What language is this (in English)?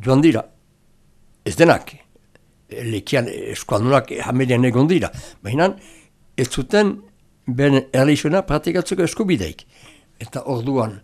Basque